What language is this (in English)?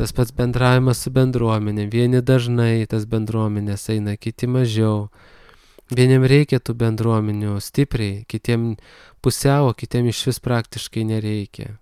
Lithuanian